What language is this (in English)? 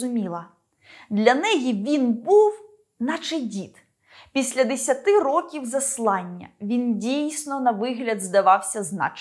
Ukrainian